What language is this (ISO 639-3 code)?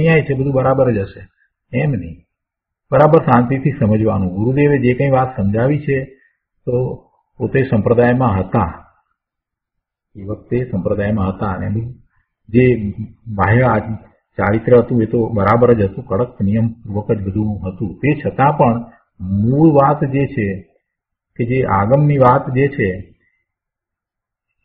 guj